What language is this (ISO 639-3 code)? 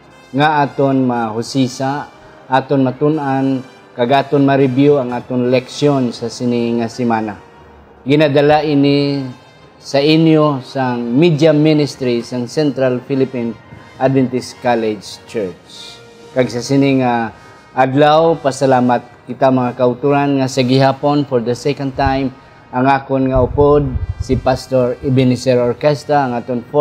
hil